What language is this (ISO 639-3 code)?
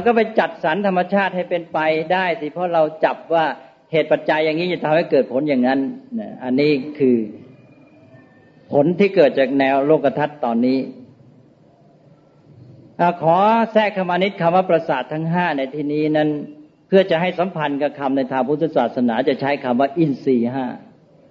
tha